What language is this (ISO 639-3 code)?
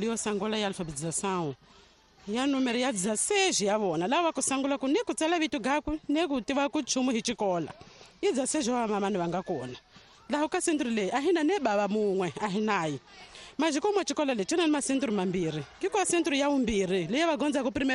tso